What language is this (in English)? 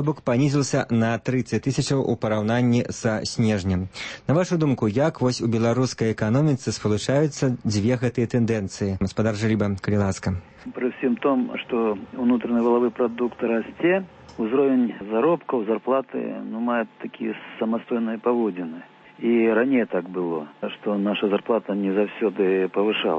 Belarusian